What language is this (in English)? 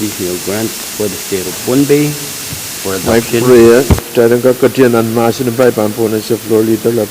Pohnpeian